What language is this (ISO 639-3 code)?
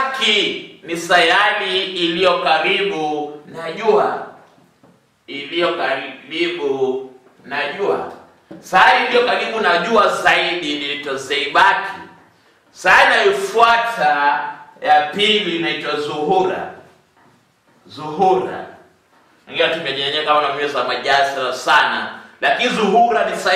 swa